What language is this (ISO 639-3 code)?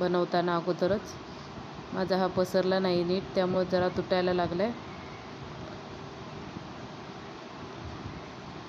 mar